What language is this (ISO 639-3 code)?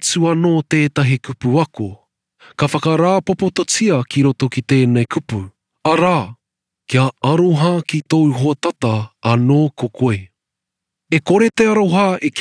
mri